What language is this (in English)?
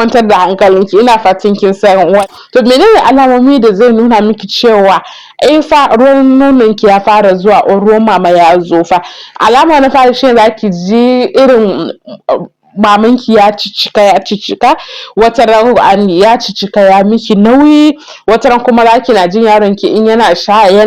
Hausa